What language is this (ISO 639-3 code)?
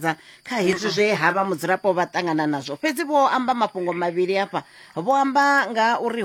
ven